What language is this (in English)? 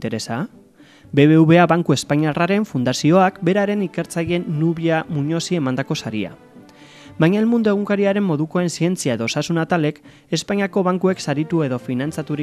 Basque